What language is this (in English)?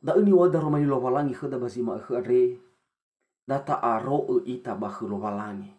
Nias